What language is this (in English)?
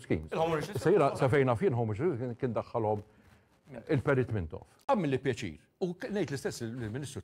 Maltese